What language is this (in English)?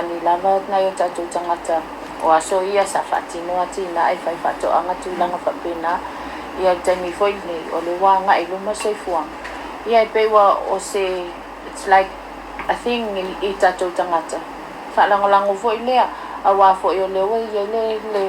Samoan